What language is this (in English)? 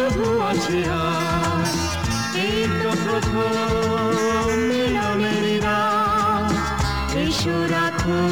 Bangla